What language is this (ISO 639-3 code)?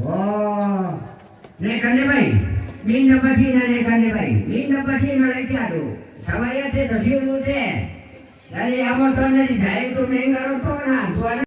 sda